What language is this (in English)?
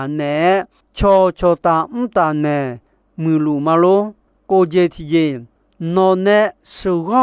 Akha